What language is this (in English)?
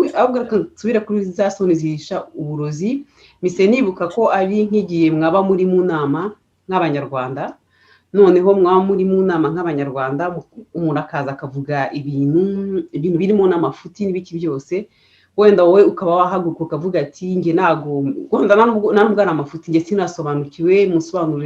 Kinyarwanda